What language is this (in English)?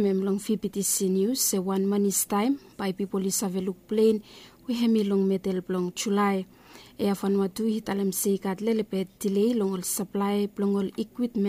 Bislama